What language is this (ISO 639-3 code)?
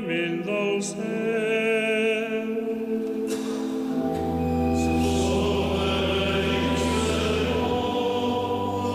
cat